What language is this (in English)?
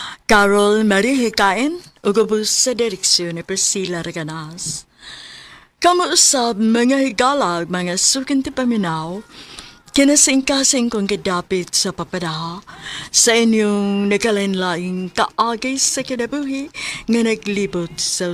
Cebuano